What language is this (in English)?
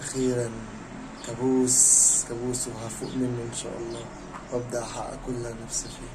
Egyptian Arabic